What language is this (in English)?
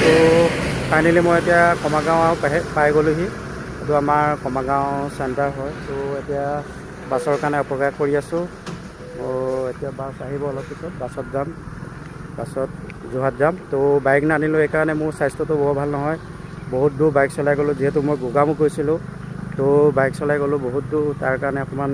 Assamese